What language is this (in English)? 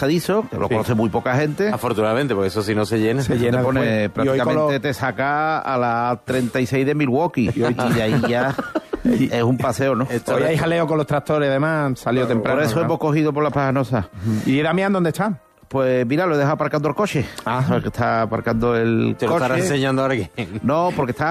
Spanish